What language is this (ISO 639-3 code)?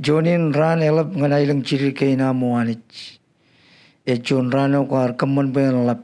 mah